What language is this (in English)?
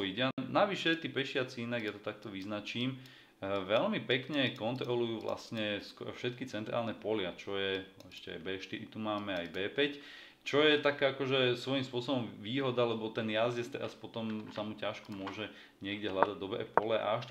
Slovak